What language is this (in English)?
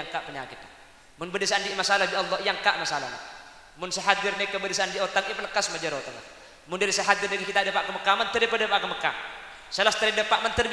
Madurese